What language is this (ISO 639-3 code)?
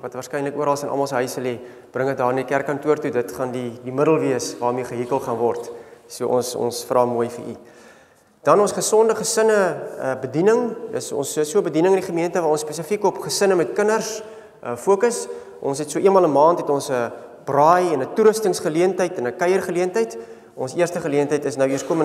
afr